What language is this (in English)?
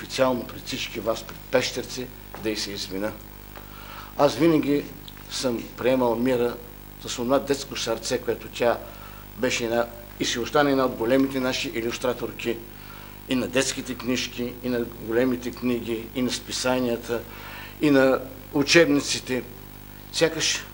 Bulgarian